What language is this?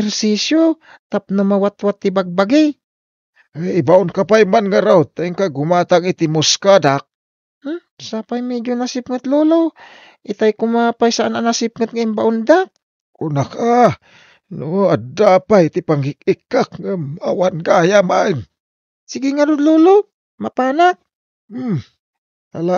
Iloko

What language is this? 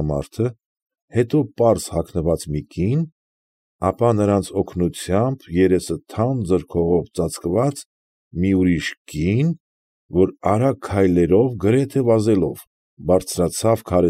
Armenian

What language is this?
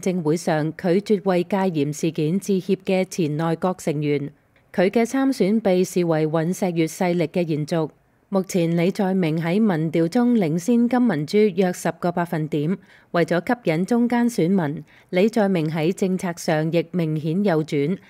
Cantonese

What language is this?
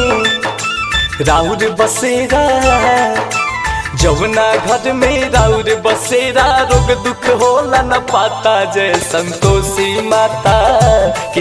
Bhojpuri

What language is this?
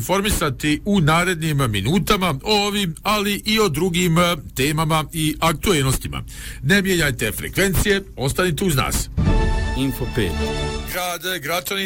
Bosnian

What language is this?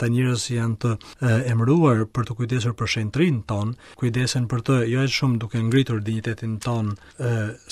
Albanian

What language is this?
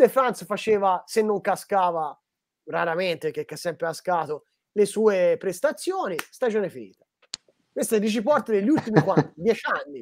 Italian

